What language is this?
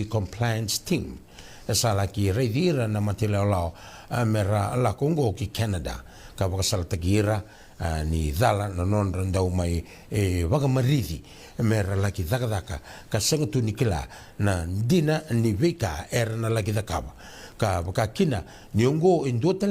Fijian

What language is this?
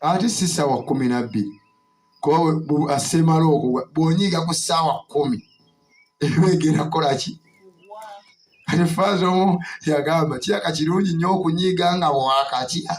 Ganda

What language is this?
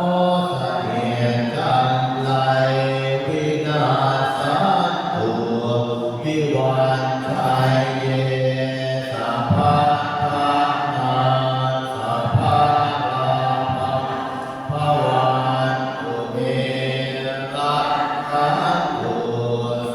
Pali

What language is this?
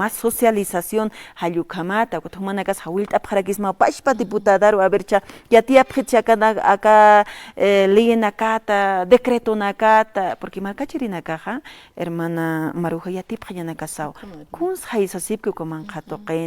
Aymara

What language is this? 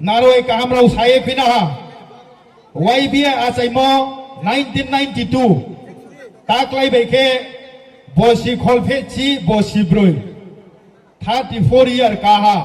Riang (India)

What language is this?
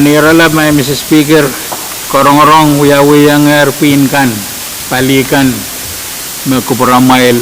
Pohnpeian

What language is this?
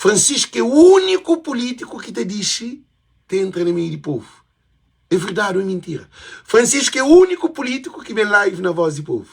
Kabuverdianu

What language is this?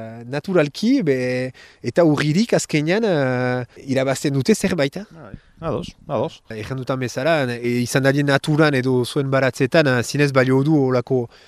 Basque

